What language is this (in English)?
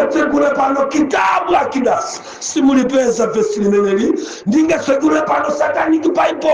Nyanja